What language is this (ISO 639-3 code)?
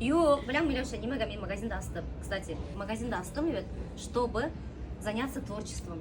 bak